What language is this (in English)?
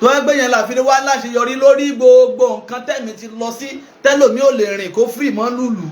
Yoruba